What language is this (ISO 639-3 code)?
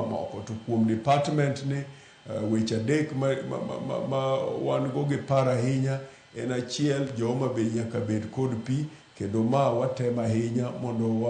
luo